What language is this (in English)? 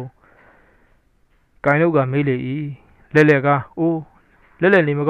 Burmese